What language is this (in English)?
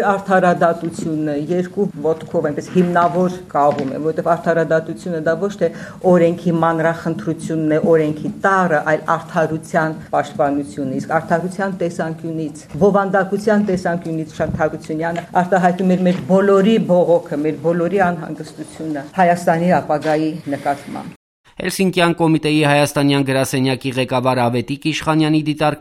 Armenian